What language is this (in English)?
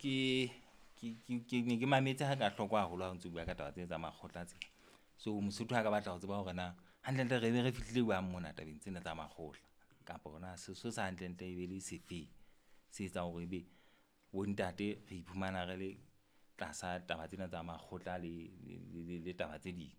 Southern Sotho